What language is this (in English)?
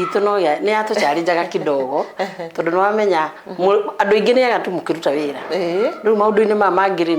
Kikuyu